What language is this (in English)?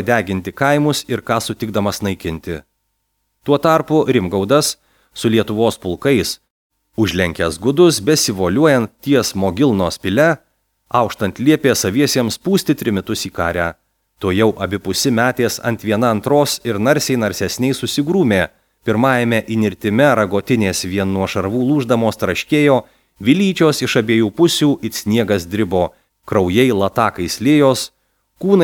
Lithuanian